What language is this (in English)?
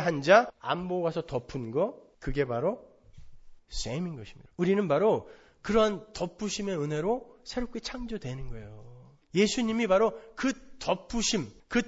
Korean